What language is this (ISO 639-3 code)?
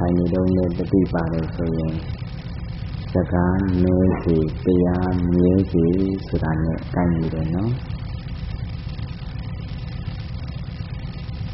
mya